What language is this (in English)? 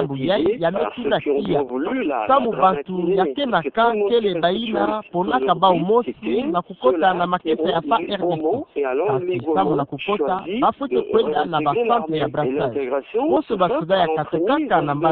Kituba (Democratic Republic of Congo)